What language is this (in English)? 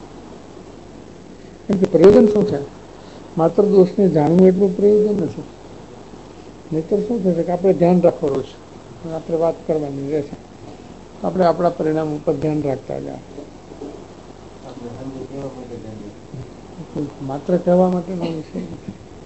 Gujarati